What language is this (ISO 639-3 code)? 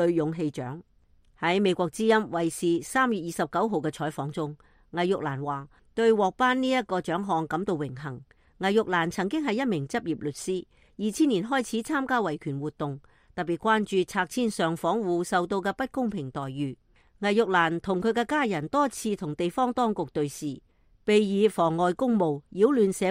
yue